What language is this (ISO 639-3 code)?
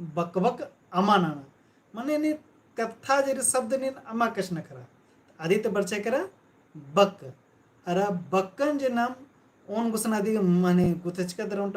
kru